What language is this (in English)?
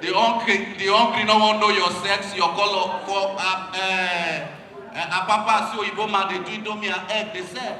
Nigerian Pidgin